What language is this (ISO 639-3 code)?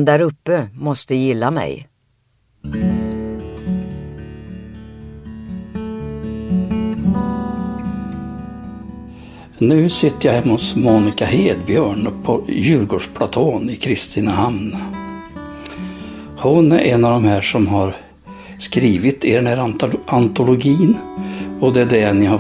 swe